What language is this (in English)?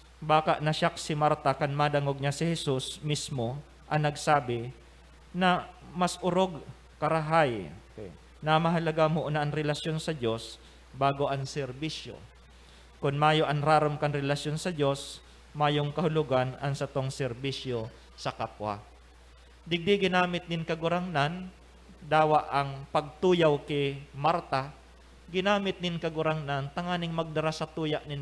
Bikol